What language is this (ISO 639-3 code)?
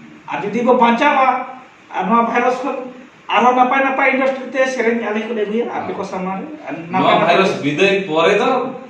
sat